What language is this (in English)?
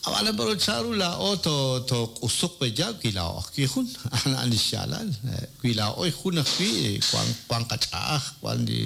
Kekchí